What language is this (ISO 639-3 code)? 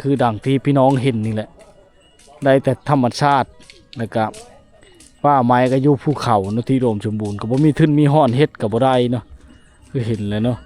lao